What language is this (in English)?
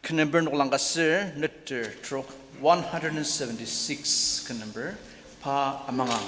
Ao Naga